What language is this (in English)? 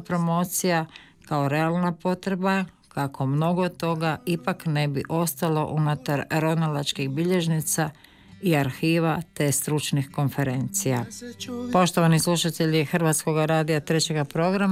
Croatian